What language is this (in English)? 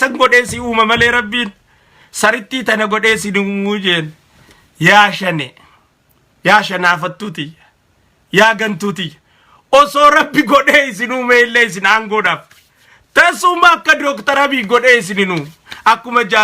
Oromo